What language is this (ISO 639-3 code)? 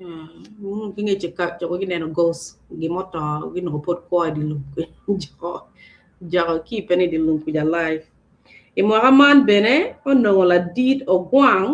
ach